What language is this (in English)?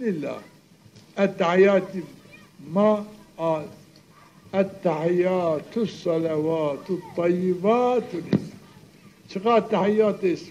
Zaza